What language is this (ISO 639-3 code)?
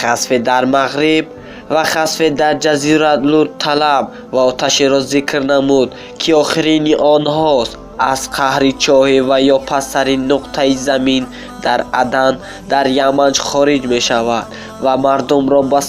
tgk